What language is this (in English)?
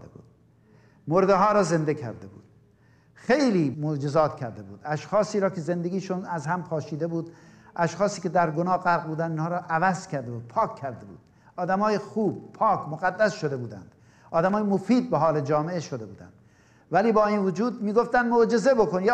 Persian